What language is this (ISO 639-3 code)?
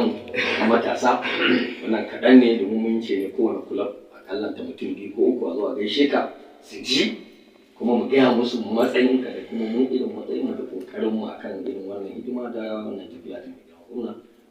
hau